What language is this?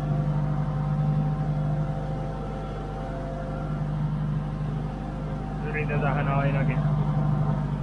Finnish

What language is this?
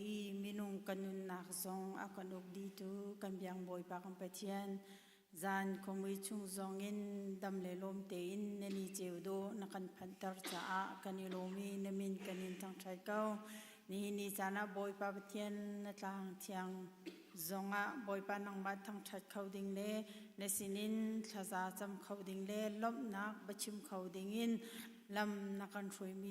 Hakha Chin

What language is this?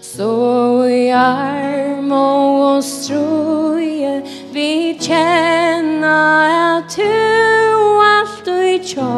Faroese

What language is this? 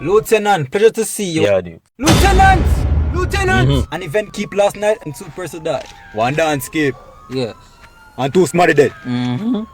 Jamaican Creole English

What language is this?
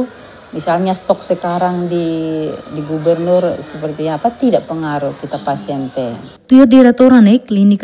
Tetum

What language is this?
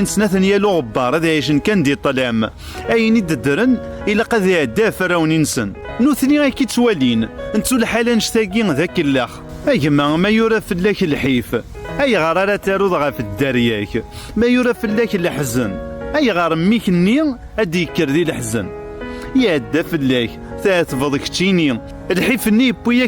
Kabyle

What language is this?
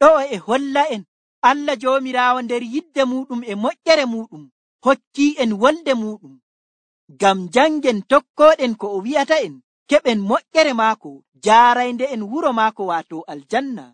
Nigerian Fulfulde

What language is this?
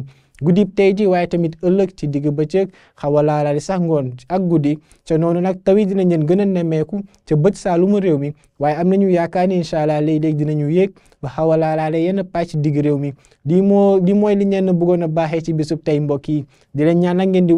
Wolof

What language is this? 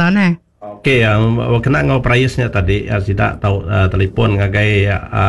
Iban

